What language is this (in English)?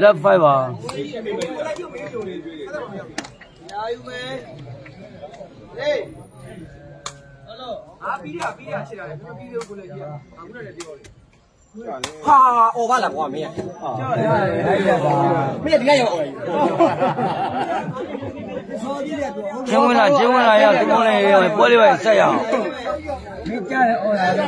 Burmese